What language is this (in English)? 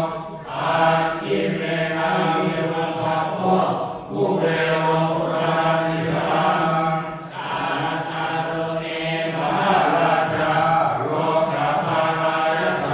Pali